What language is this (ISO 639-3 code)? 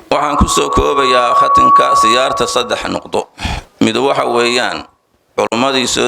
som